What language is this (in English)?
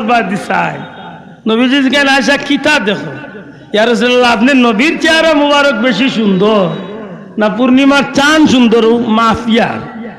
Sylheti